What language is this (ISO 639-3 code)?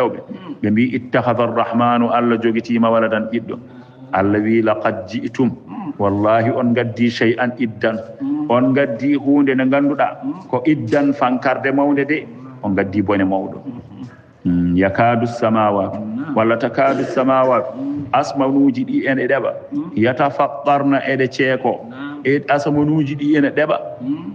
ful